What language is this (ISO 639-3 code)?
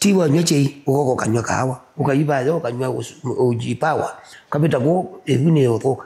kam